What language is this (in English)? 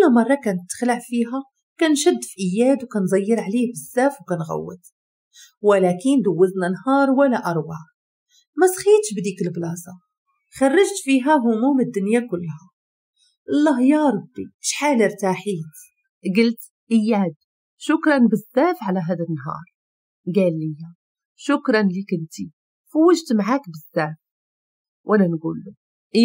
Moroccan Arabic